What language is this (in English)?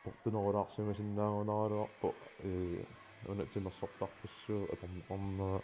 Kalaallisut